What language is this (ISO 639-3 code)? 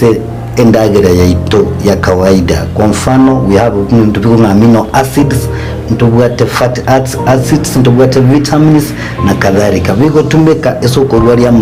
guz